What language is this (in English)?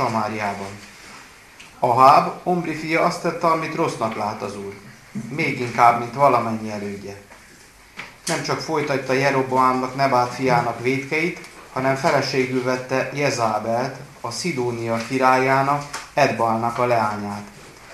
Hungarian